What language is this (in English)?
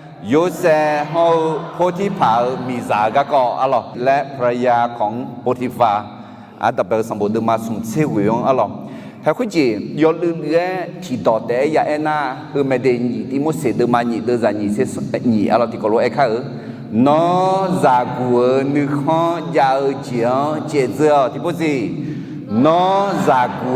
Akha